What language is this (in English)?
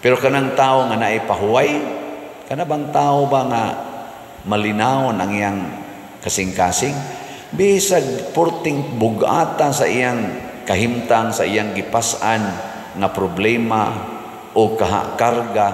Cebuano